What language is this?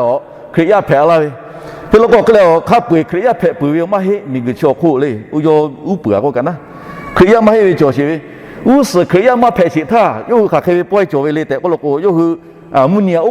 Lahu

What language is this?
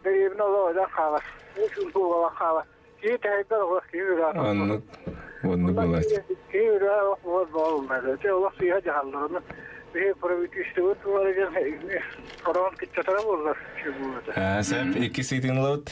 Yakut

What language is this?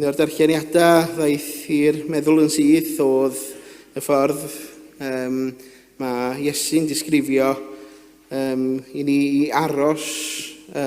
Welsh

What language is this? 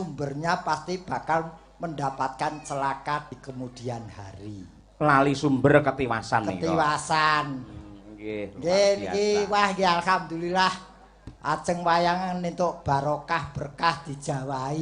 Javanese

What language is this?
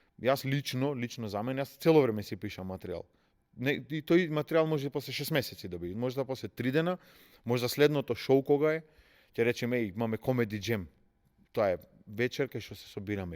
Macedonian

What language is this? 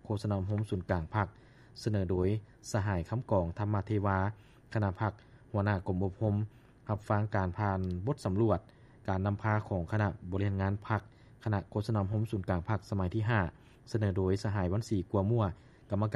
Lao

